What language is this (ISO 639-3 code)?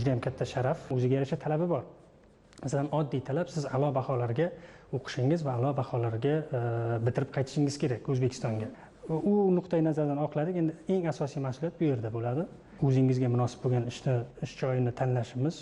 uzb